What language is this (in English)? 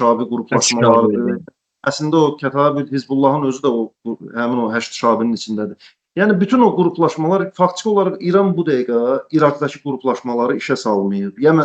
Azerbaijani